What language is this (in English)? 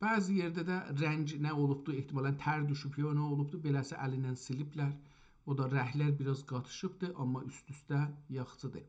South Azerbaijani